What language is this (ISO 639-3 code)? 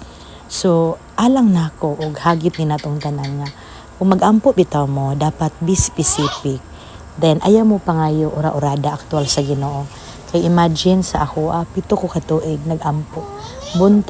ceb